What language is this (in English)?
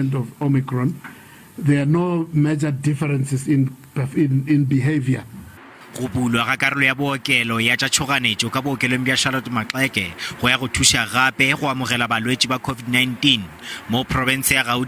Northern Sotho